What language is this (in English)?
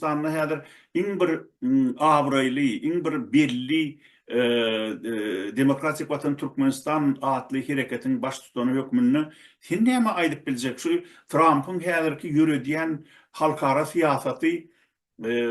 Turkmen